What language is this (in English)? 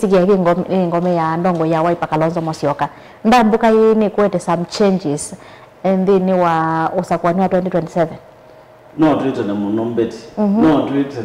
Kamba